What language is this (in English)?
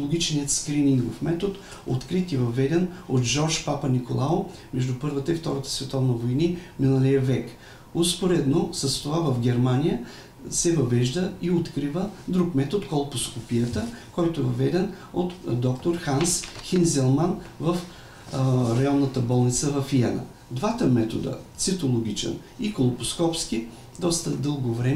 Bulgarian